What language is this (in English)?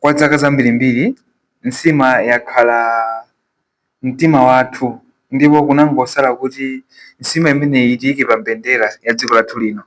Nyanja